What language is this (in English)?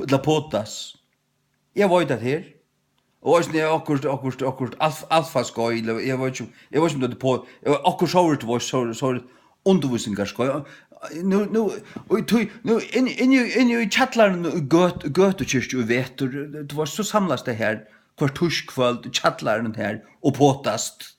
Faroese